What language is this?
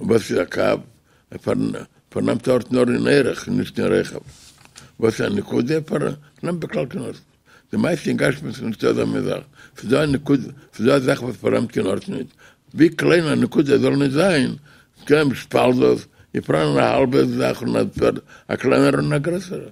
Yiddish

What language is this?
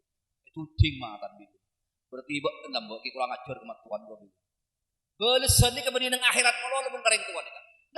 Madurese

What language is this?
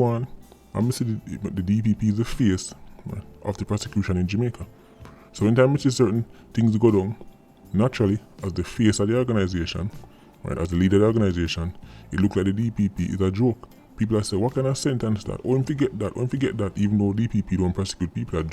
Jamaican Creole English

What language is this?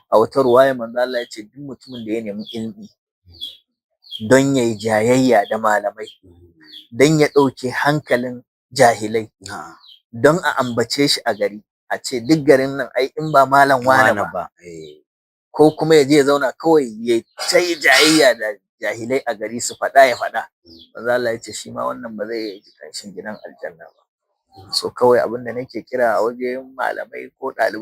Hausa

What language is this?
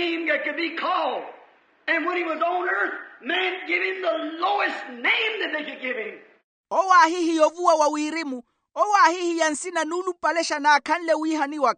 Makhuwa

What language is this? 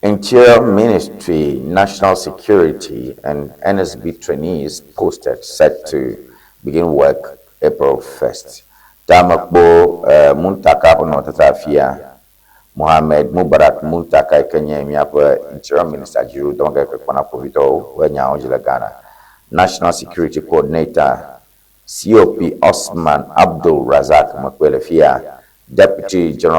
Ewe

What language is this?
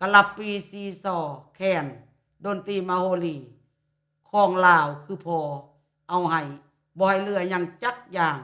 Lao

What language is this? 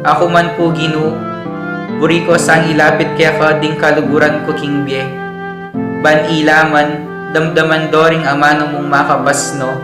Pampanga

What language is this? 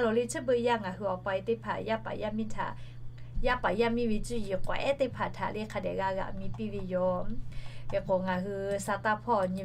Lahu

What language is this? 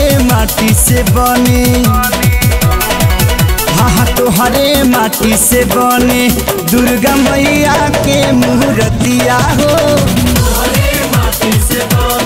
Bhojpuri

